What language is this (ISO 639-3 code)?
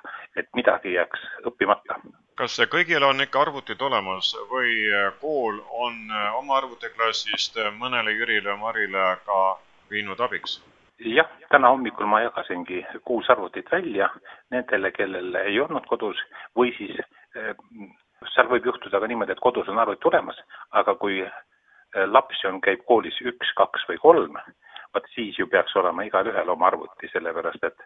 est